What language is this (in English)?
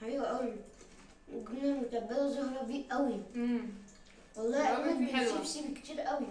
Egyptian Arabic